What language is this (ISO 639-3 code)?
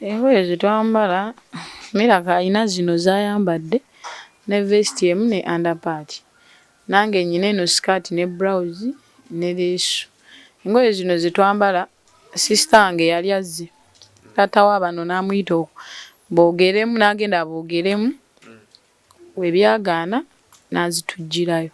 lug